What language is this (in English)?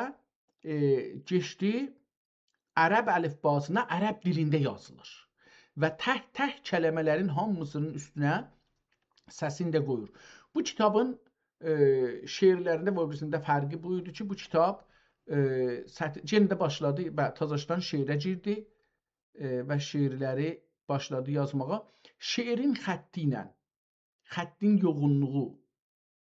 South Azerbaijani